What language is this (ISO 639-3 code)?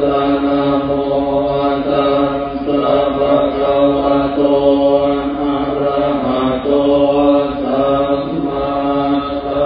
pli